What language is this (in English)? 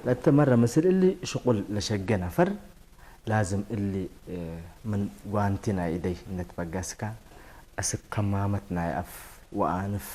Tigre